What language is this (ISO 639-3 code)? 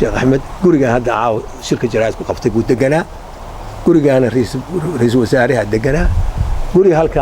som